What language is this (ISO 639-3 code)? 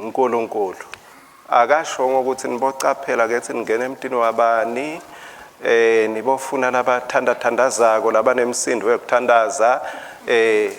ssw